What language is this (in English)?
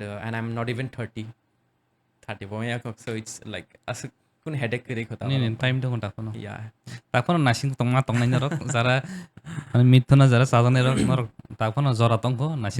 Kok Borok